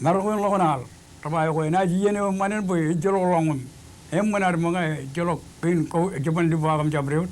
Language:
Marshallese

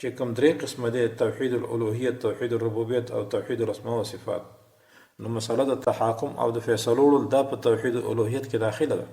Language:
Pashto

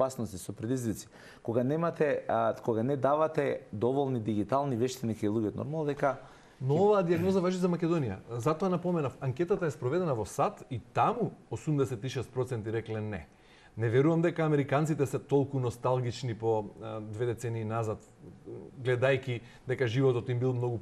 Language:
Macedonian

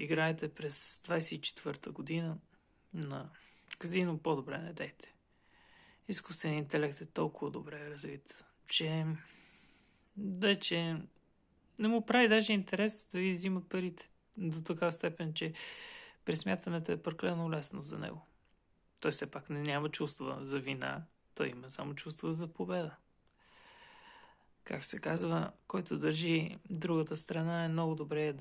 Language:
Bulgarian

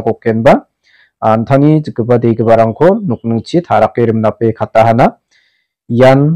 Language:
Garo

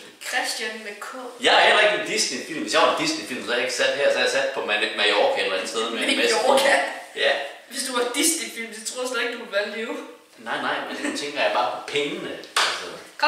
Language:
Danish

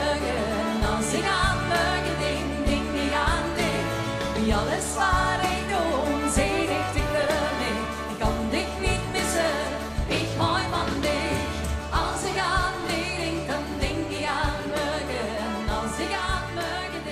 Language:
Limburgish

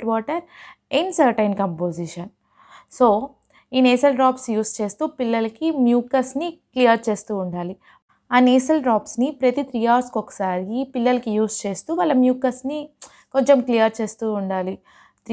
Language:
Telugu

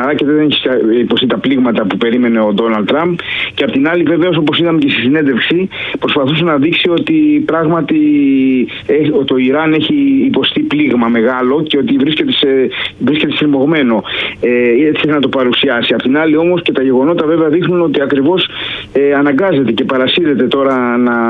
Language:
Greek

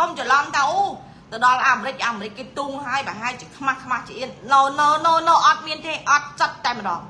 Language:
Khmer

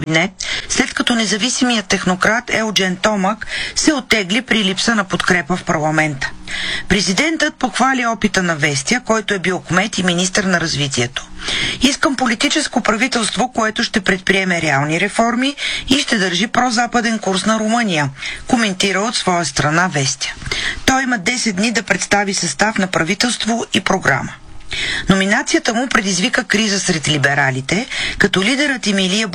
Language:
Bulgarian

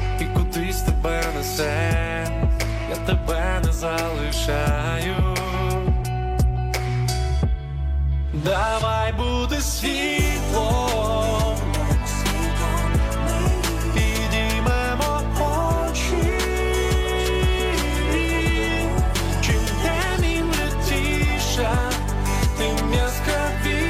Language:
Ukrainian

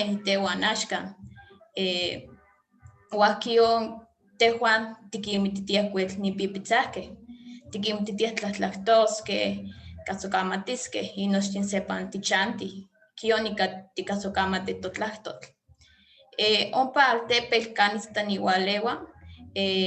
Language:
Eastern Huasteca Nahuatl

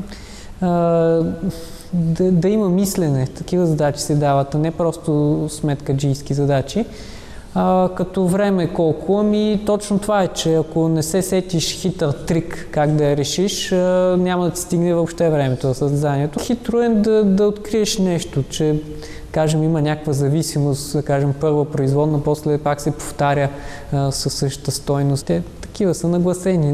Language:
Bulgarian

